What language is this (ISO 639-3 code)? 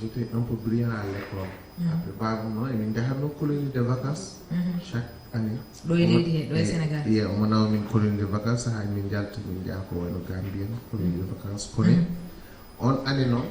ful